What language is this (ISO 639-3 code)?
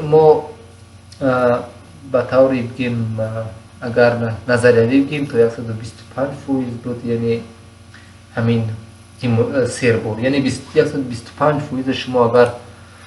tgk